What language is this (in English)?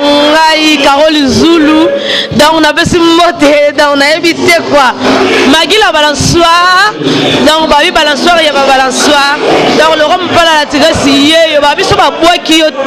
Lingala